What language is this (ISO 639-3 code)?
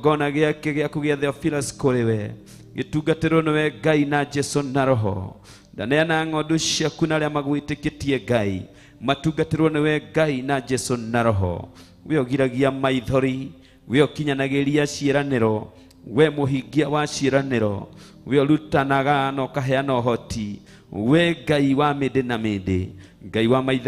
kik